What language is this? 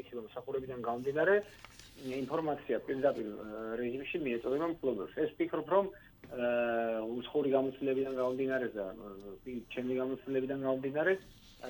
Georgian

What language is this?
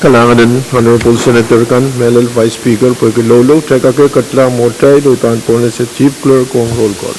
Pohnpeian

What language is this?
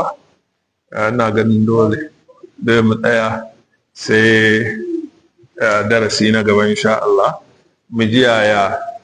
Hausa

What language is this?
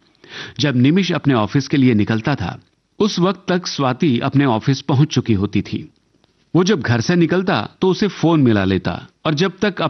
Hindi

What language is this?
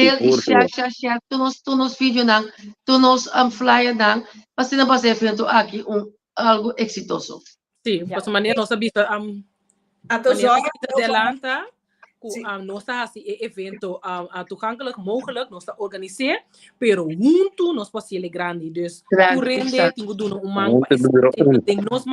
Papiamento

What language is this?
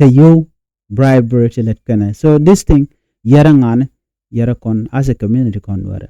Nuer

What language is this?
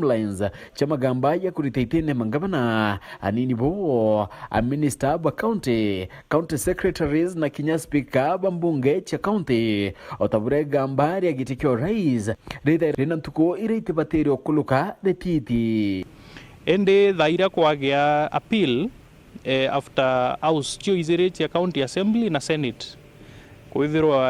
Meru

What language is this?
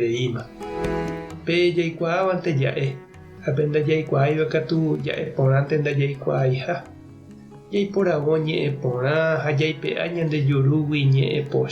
Guarani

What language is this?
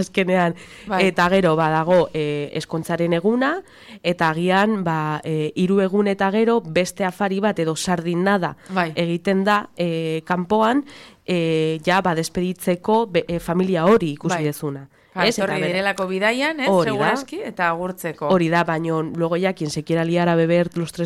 Basque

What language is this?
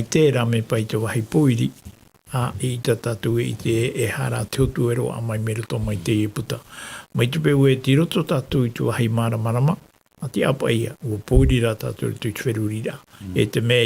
Tahitian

